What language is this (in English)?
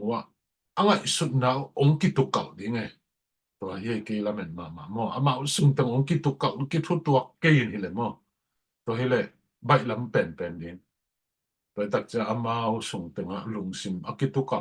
Tedim Chin